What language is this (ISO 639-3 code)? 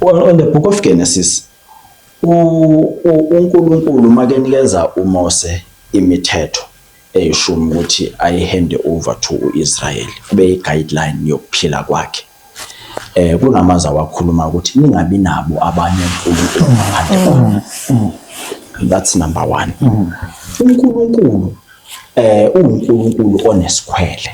zul